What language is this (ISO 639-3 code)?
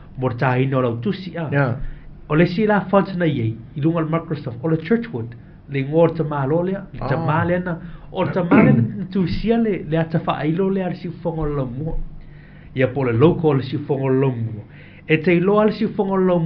smo